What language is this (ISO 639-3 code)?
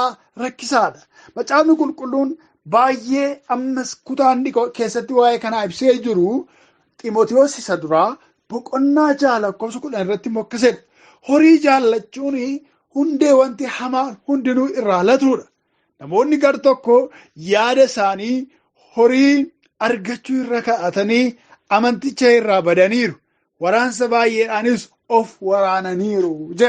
orm